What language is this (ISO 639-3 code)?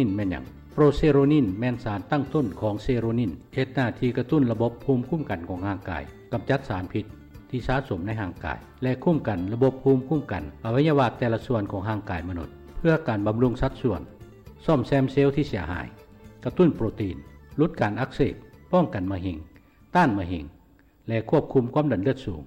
lao